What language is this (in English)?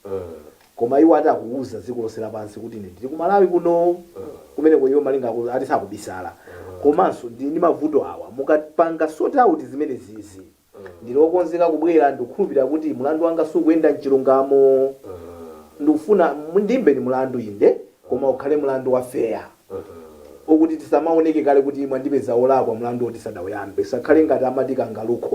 Nyanja